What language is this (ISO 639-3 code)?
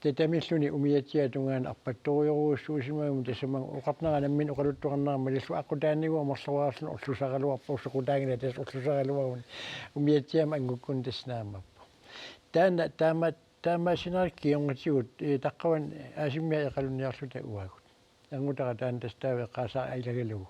kal